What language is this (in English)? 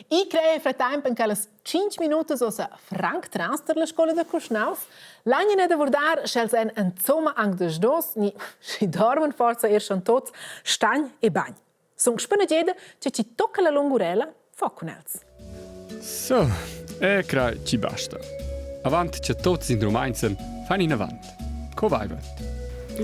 Romansh